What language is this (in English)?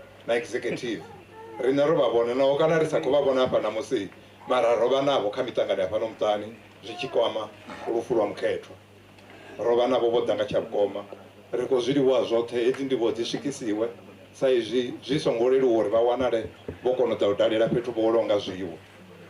Venda